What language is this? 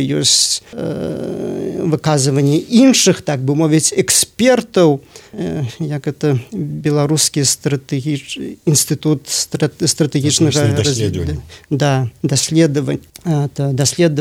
Belarusian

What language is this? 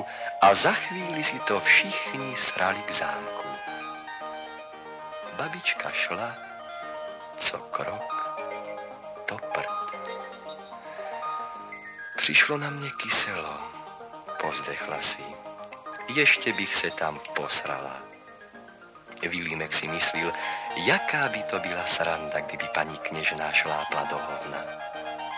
Czech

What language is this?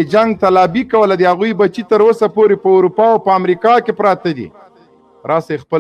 Pashto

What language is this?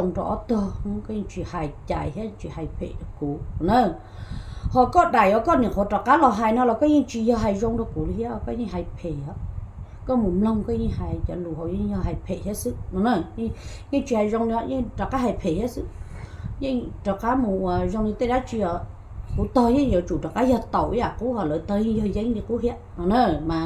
Hmong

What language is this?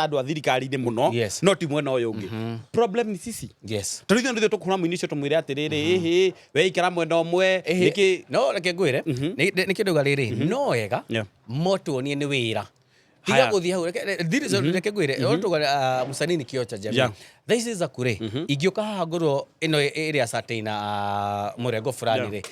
Kikuyu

